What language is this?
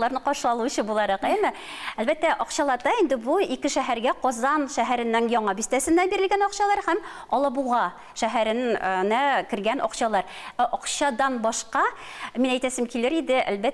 Tatar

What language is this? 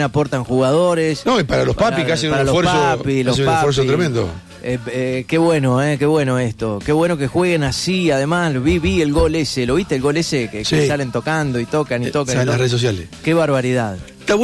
Spanish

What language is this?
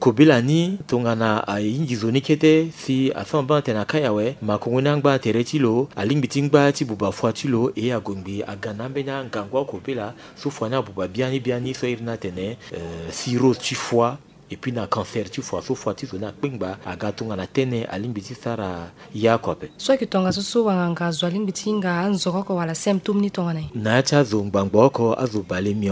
Sango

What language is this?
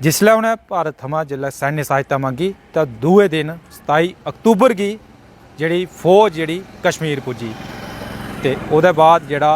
Dogri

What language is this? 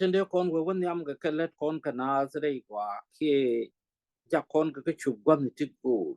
Nuer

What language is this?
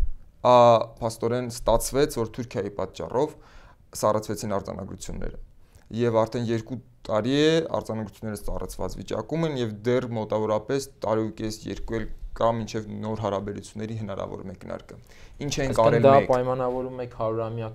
Armenian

